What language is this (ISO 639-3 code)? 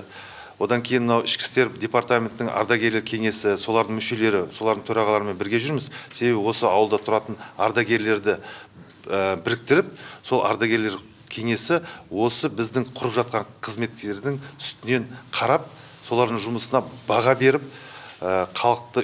kaz